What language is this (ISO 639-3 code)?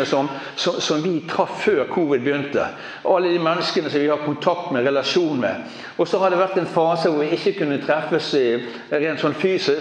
nor